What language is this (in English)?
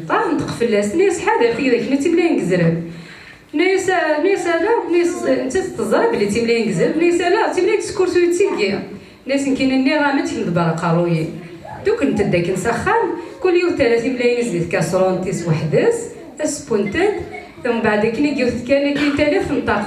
Kabyle